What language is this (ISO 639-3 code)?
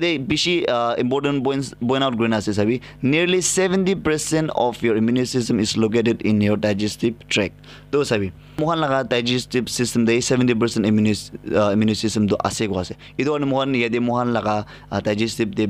nag